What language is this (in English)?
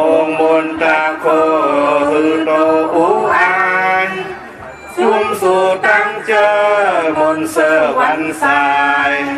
Shan